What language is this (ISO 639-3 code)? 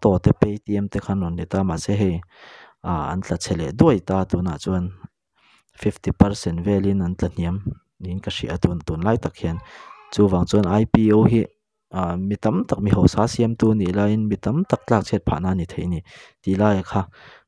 lus